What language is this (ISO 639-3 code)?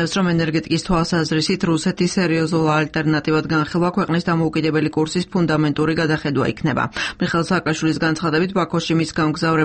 kat